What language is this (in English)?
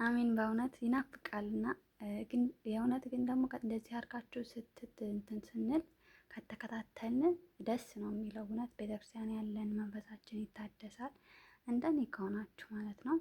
Amharic